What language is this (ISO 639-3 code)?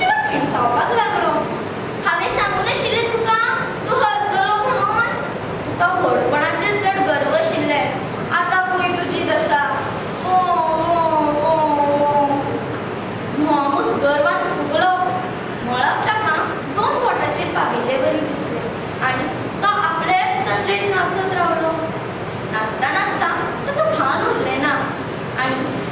kok